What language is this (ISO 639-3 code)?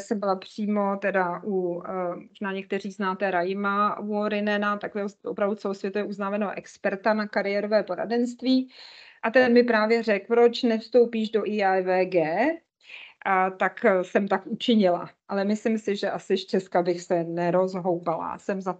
ces